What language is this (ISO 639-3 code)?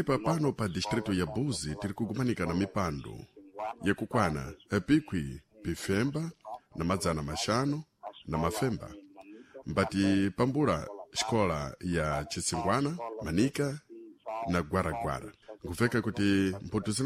seh